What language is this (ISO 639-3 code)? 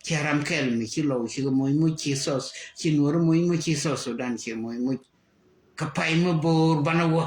nus